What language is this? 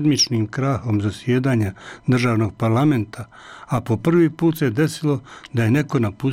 Bosnian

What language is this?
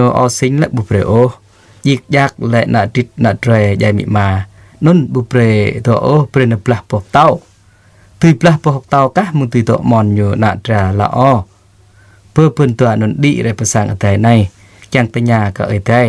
Jarai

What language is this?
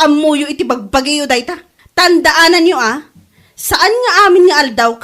Iloko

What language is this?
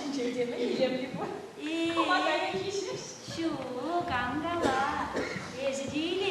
Chuvash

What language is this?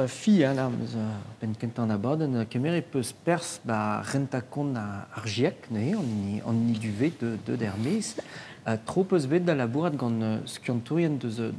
Breton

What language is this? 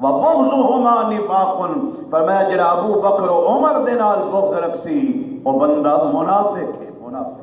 Saraiki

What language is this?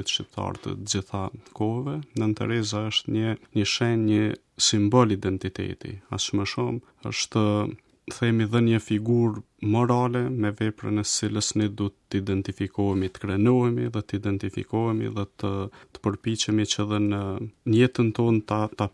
Albanian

